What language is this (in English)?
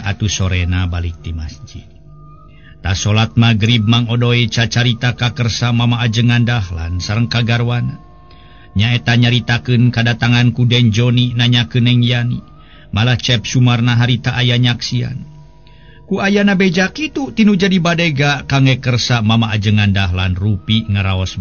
Sundanese